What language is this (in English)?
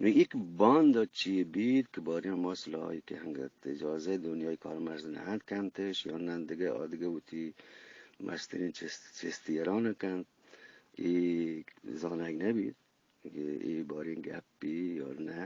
Eastern Balochi